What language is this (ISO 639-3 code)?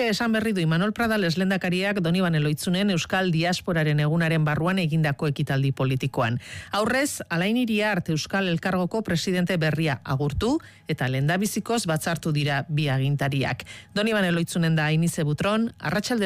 eus